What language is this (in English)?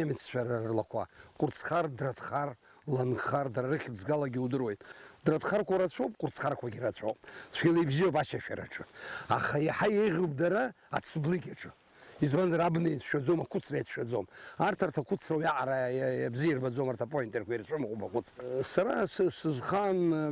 Abkhazian